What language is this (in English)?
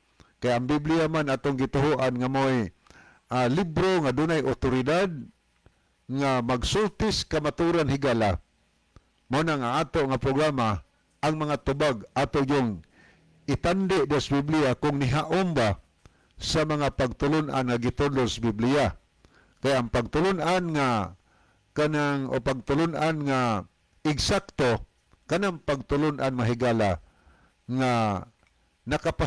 Cebuano